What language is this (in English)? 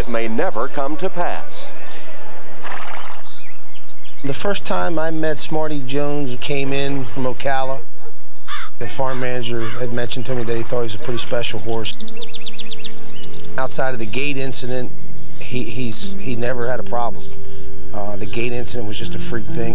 English